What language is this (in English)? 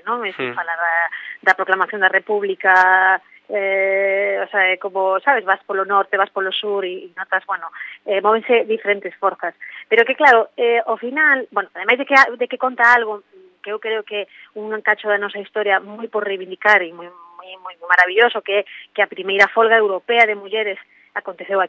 Galician